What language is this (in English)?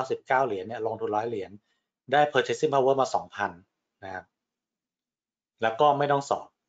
Thai